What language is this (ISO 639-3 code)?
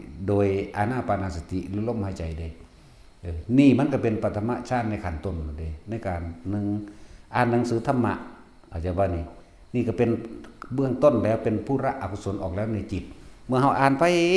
tts